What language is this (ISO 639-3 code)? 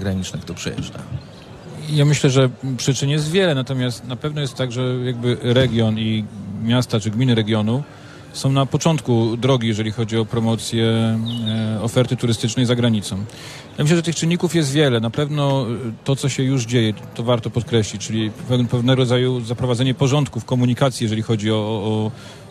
pol